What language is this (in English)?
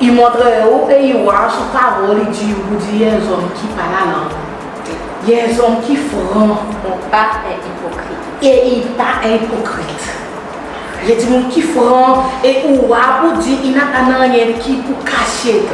Seselwa Creole French